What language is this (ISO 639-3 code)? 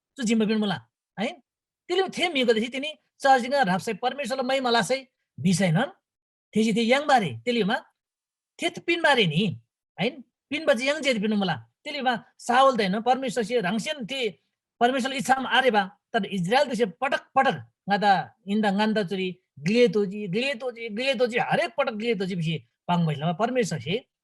taj